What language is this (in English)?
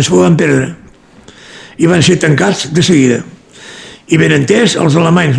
Catalan